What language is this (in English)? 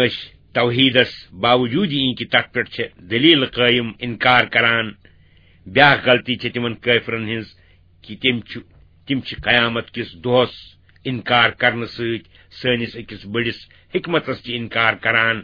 Kashmiri